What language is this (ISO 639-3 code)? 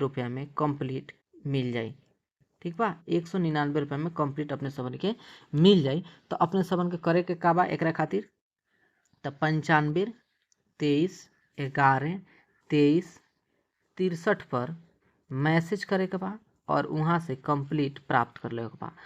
bho